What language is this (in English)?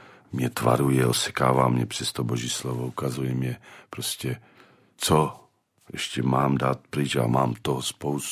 Czech